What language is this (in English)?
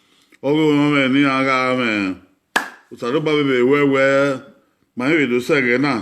Bini